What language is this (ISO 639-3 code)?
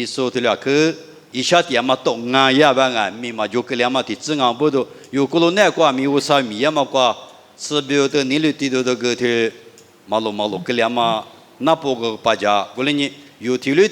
lis